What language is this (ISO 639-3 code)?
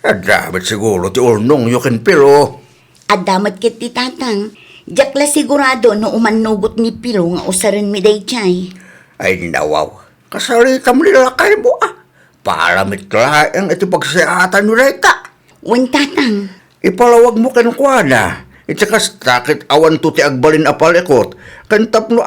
ilo